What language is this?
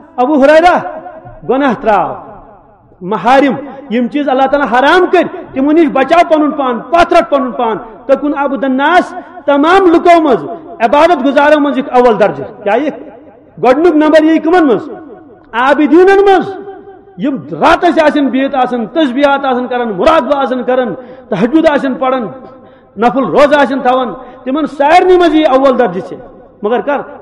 Kashmiri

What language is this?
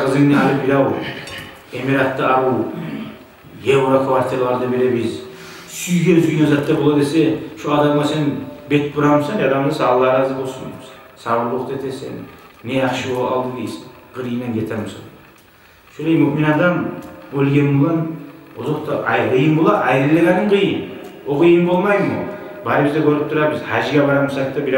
Kumyk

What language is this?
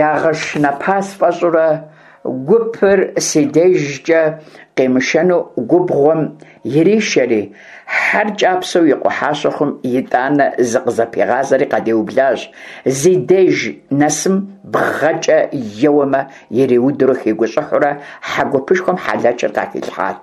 Kabardian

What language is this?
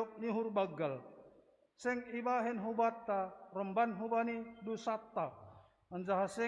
Batak Simalungun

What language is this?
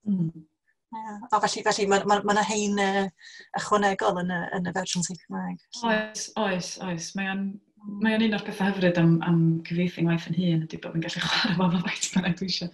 Welsh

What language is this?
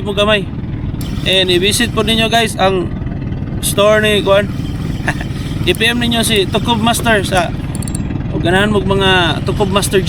Cebuano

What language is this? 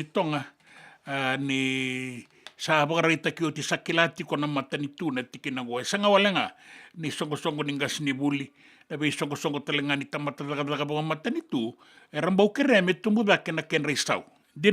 Fijian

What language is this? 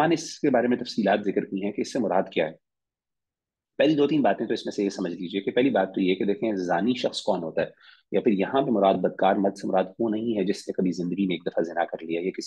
Urdu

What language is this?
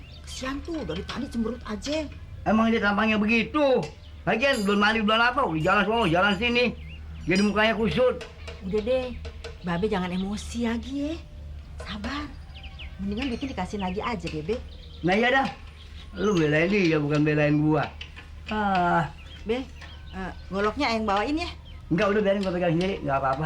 Betawi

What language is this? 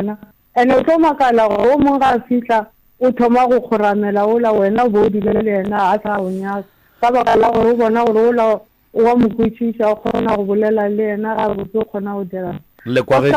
Northern Sotho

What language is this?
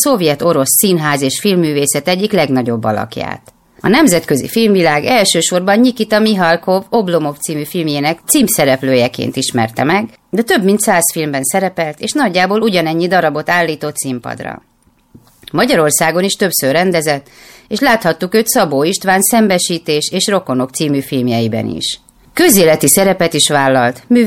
Hungarian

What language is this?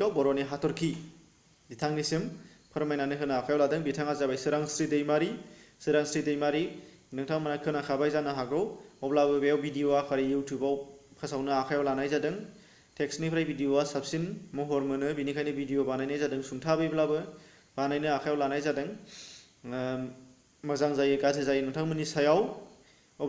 Bodo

